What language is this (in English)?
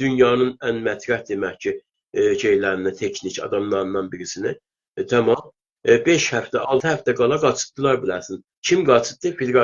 South Azerbaijani